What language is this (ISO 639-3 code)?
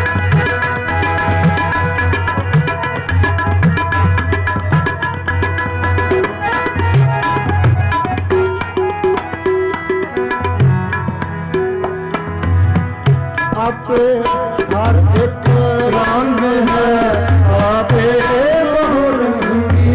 pan